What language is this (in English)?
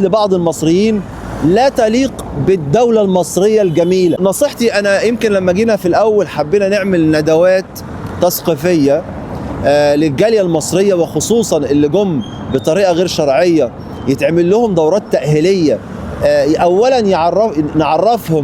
Egyptian Arabic